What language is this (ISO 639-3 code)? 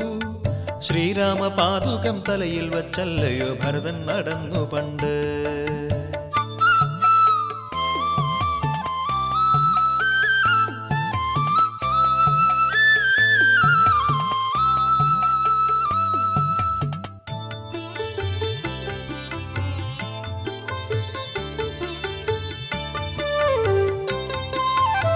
mal